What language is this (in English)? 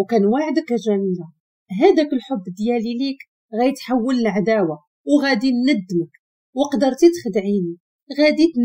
Moroccan Arabic